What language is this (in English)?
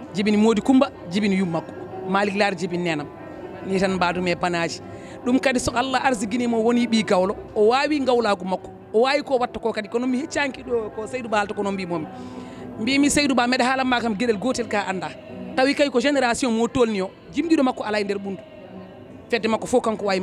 Fula